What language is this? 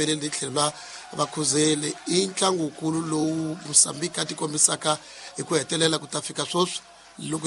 Tsonga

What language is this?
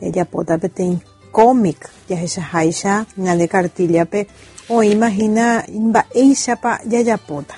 Guarani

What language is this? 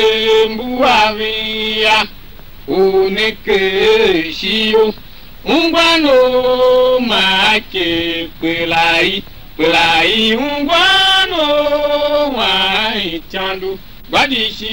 Tiv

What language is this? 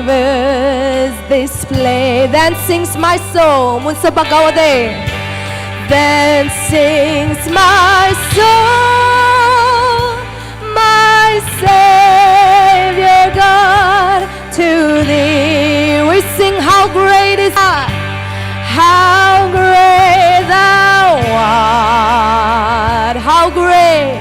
Naga Pidgin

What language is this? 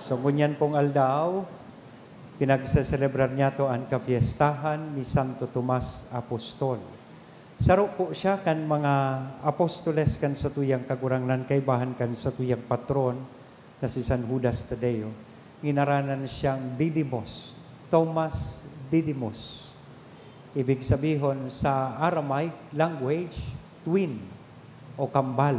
Bikol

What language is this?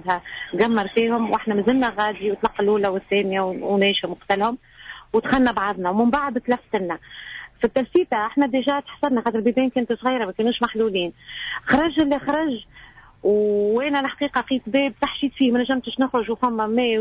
Tunisian Arabic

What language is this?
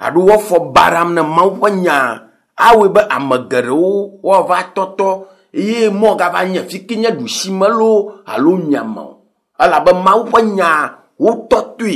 Ewe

